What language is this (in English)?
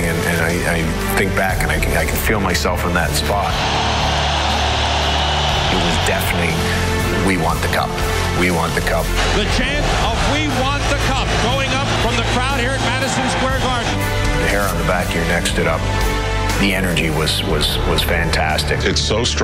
English